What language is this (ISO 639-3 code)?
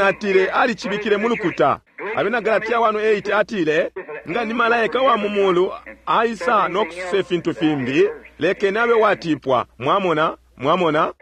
bem